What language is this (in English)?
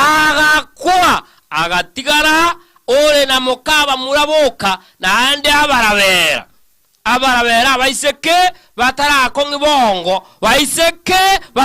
Gusii